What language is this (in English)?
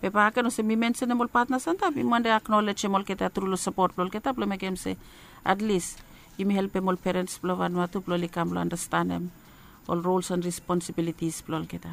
Bislama